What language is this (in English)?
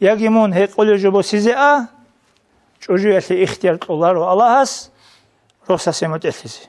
Avaric